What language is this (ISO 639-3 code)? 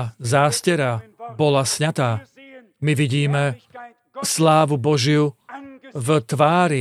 slk